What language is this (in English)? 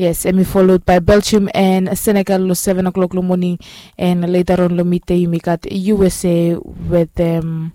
Bislama